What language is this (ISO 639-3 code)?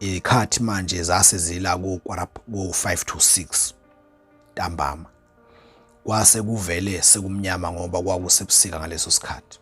zul